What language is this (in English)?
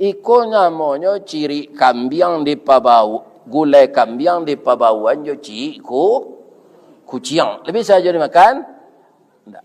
Minangkabau